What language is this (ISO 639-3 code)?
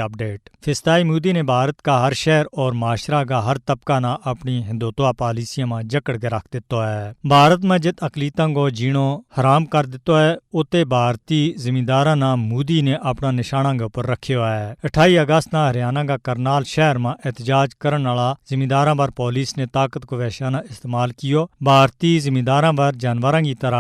gju